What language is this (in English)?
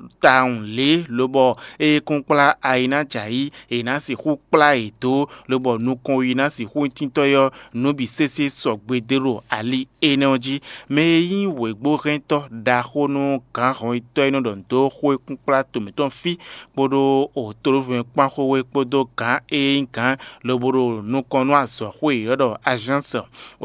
Fon